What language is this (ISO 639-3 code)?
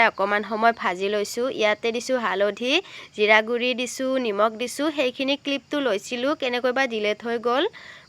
asm